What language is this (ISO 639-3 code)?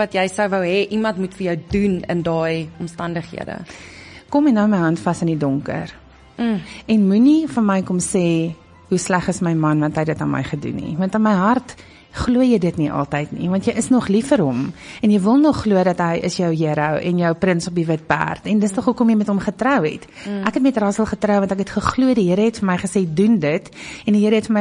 afr